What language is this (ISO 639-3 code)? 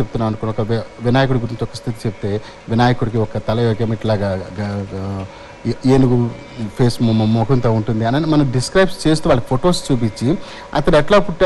tel